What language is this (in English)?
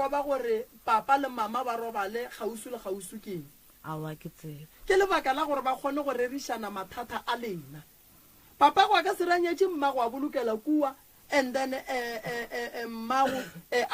Northern Sotho